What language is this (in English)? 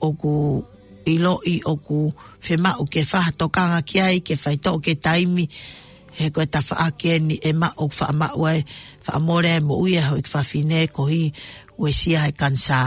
Tongan